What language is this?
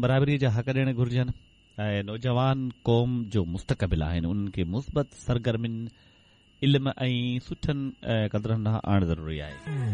Sindhi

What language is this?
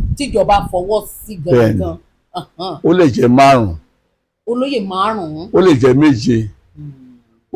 Yoruba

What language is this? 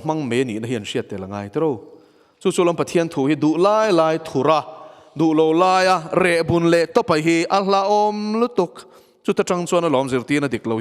Mizo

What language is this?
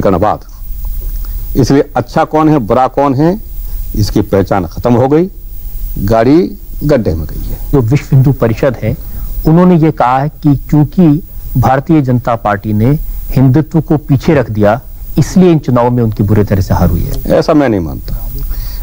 Hindi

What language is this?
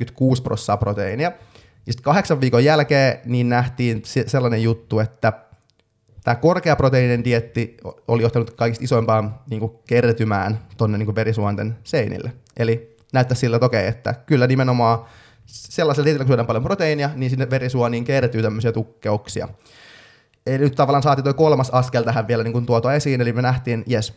Finnish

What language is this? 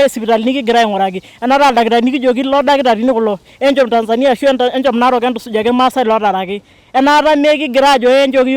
Masai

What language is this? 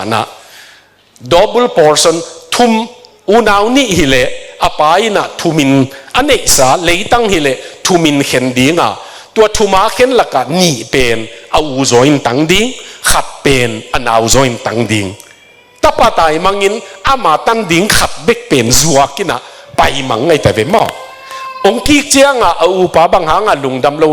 Tedim Chin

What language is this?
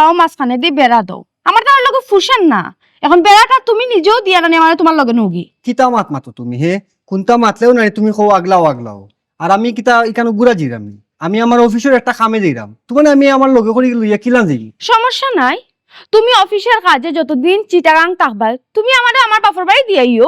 Sylheti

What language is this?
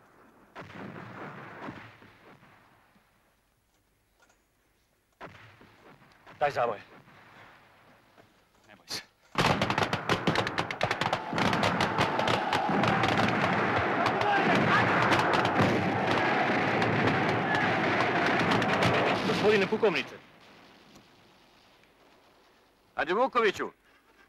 Serbian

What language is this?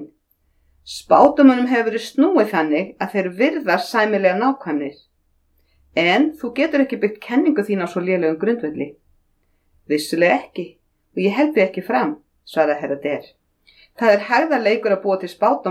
Icelandic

